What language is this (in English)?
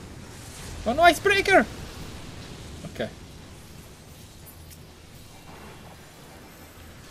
Italian